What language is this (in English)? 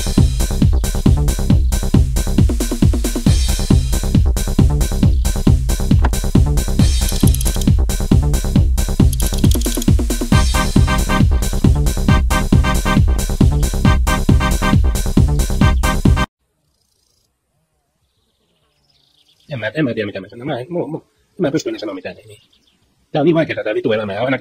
Finnish